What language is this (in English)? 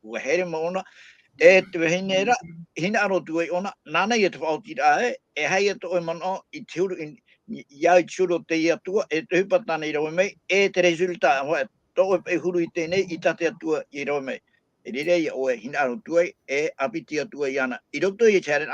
Tahitian